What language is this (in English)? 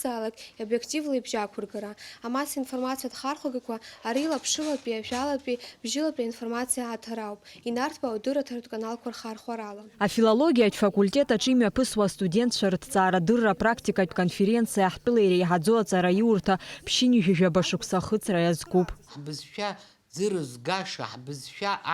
Abkhazian